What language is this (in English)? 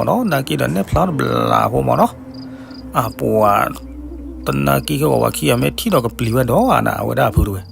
S'gaw Karen